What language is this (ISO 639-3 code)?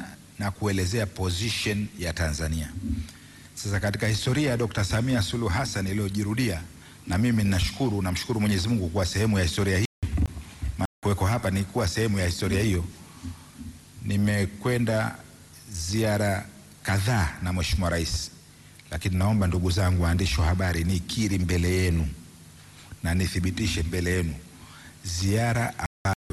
swa